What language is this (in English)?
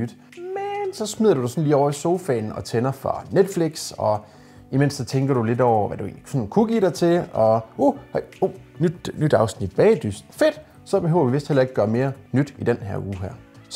Danish